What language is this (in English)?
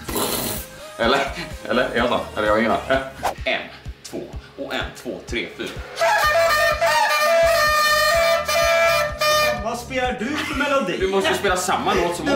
Swedish